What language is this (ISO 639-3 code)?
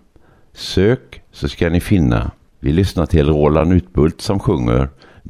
swe